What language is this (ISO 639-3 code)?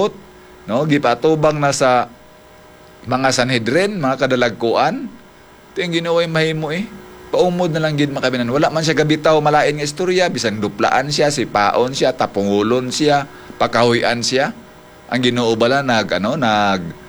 hil